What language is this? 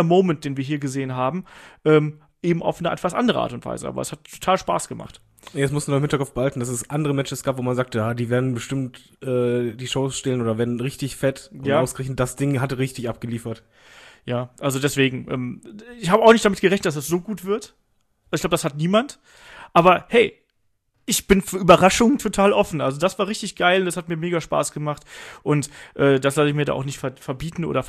German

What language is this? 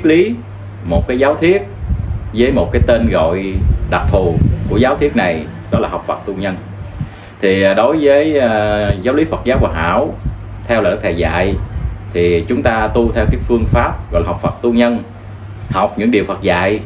Vietnamese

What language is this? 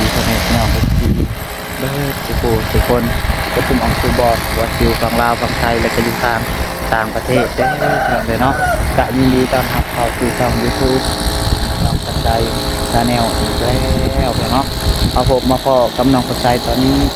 Northeastern Thai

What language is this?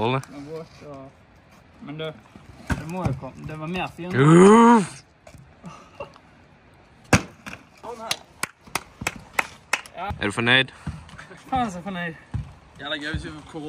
Norwegian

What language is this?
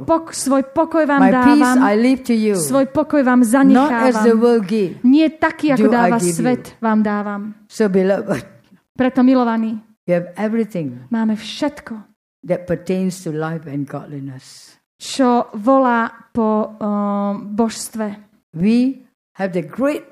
Slovak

